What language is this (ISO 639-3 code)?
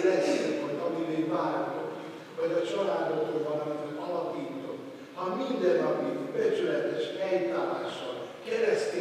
hun